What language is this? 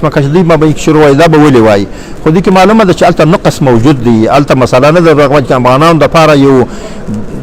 Pashto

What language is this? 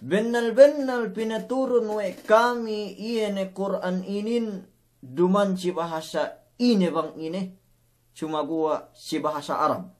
Yakan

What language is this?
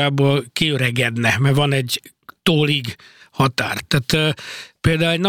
Hungarian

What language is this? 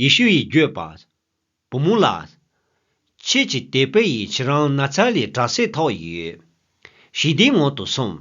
Tibetan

